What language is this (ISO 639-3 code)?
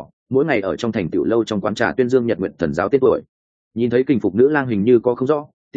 vie